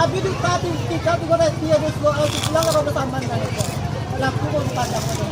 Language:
Minangkabau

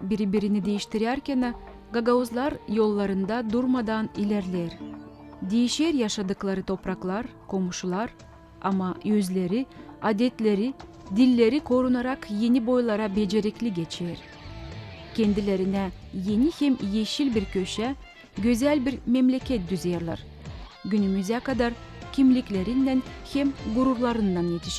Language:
Gagauz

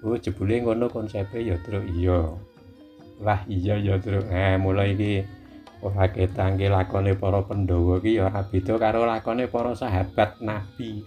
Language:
Javanese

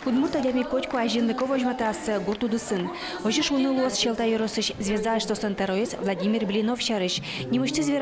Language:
Udmurt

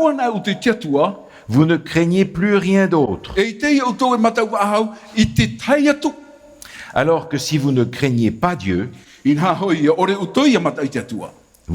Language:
Tahitian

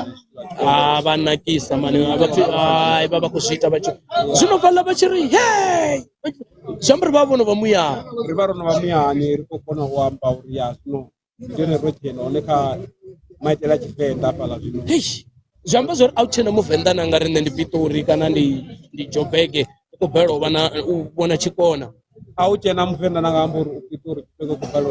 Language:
Venda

